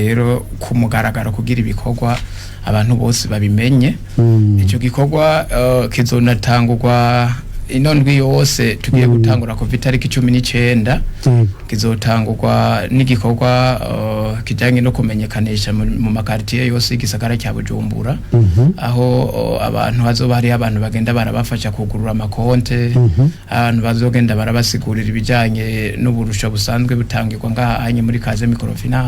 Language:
Rundi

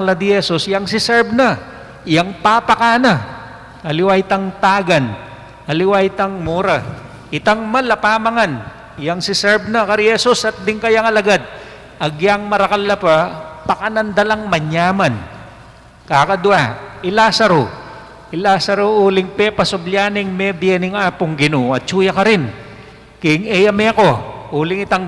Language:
Pampanga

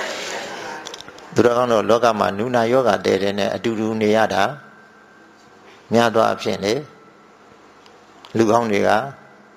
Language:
Burmese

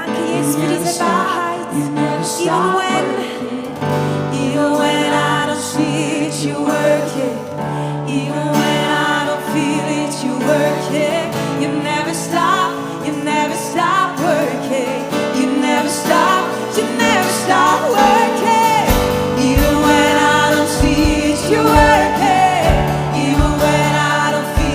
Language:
Swiss German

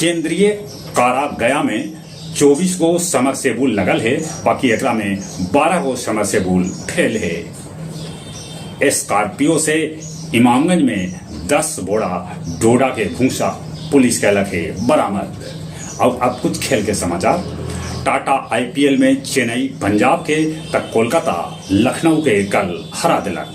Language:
Magahi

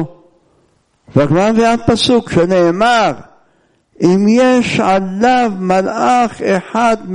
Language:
Hebrew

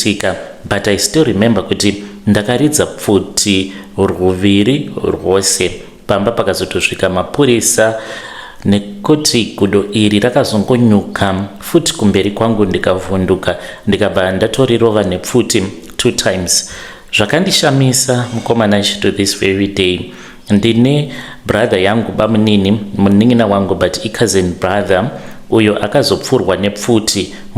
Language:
Shona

